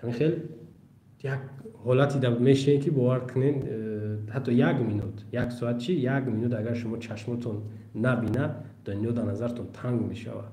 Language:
Tajik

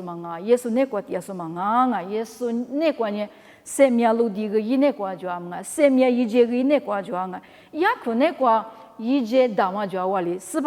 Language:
Lisu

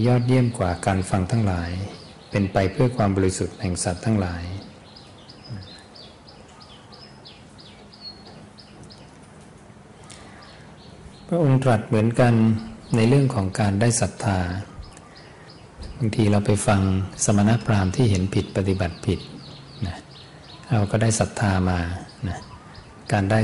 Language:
Thai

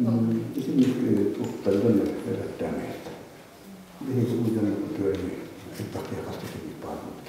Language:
Yakut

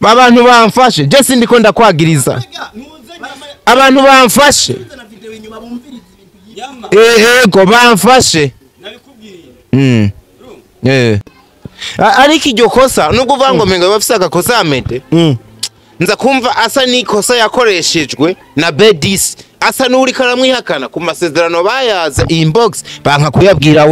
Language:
Rundi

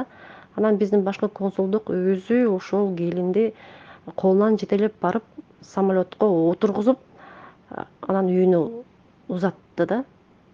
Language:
Kyrgyz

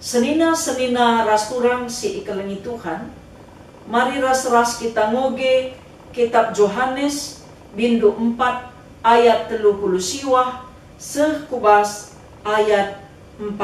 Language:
Batak Karo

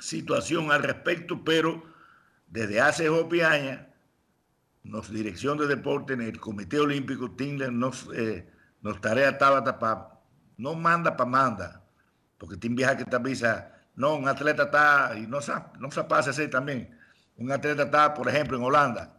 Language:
Papiamento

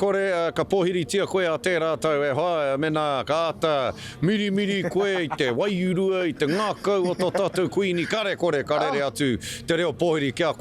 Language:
Māori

